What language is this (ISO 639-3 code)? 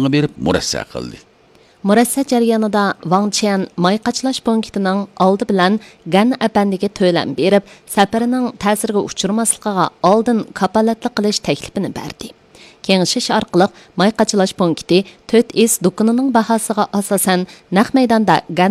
uig